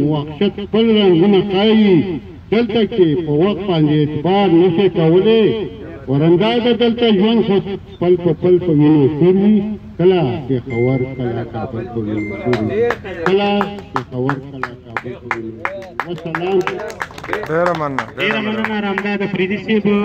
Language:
Pashto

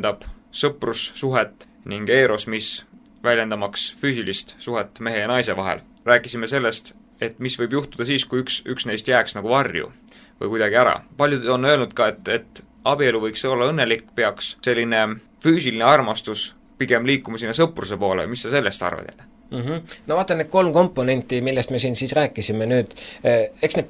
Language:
Estonian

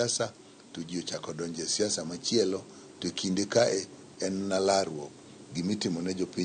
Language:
Luo (Kenya and Tanzania)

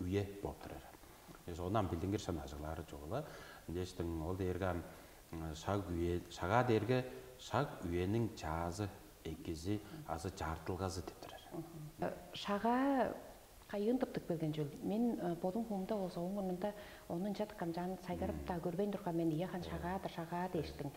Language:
Tuvinian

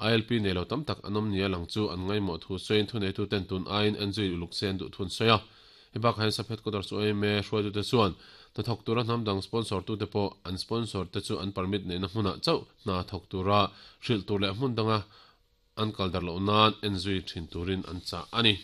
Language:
Mizo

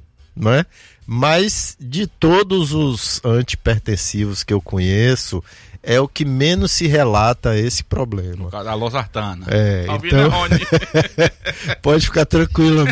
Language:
Portuguese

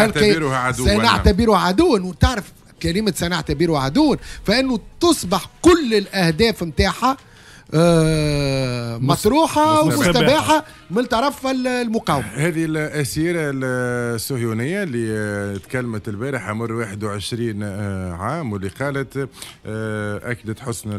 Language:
Tunisian Arabic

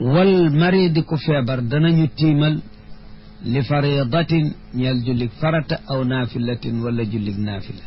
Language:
Wolof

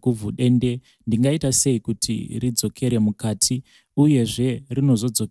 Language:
Shona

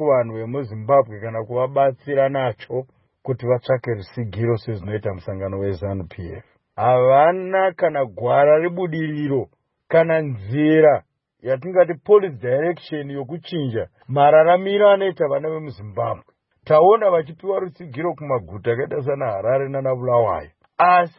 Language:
Shona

